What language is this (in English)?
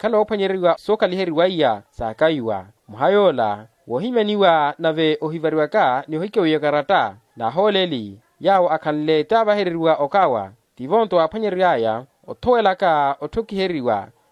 Makhuwa